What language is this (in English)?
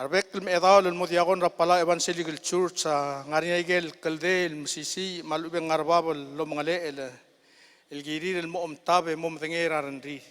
Palauan